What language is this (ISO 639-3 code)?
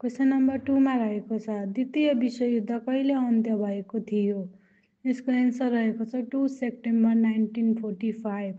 nep